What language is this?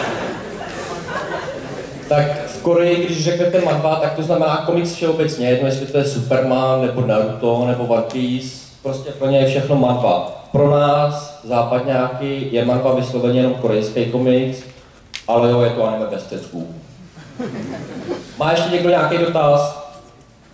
Czech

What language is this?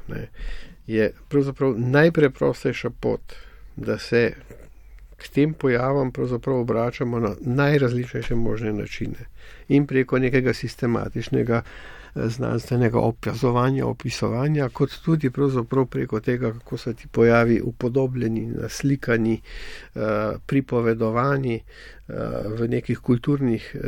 Slovenian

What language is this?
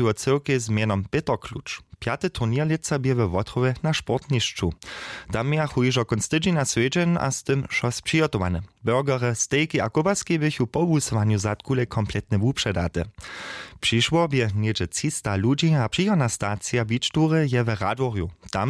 Upper Sorbian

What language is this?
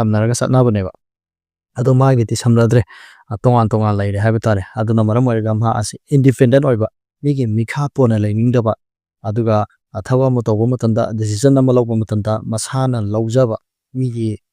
Manipuri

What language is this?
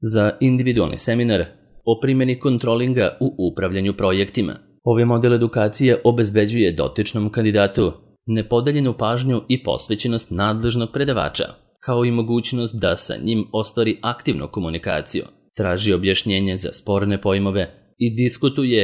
Serbian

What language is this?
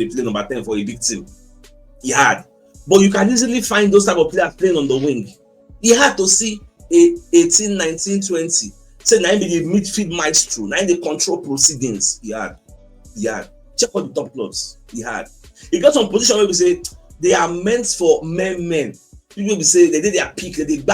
Nigerian Pidgin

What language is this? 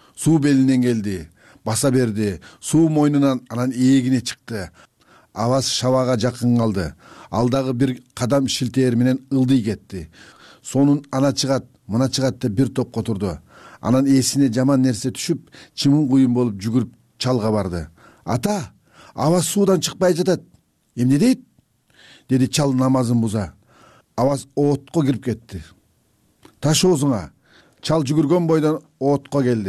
Kyrgyz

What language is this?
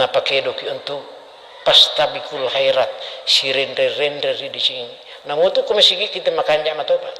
Buginese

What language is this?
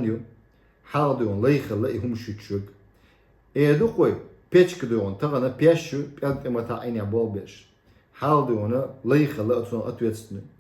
Chechen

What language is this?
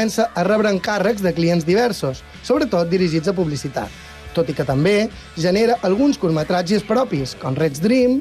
Catalan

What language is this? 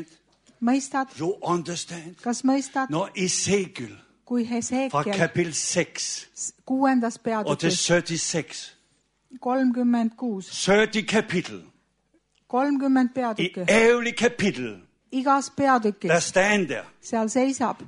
Estonian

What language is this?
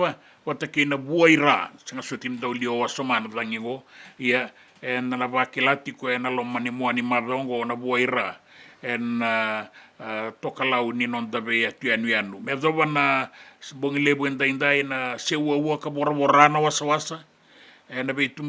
Fijian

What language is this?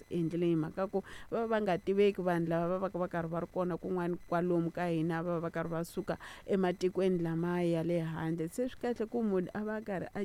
Tsonga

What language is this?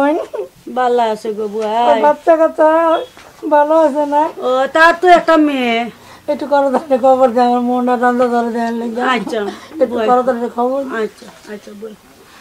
Sylheti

